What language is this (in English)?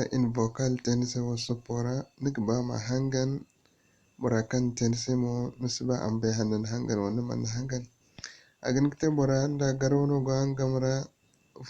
Zarma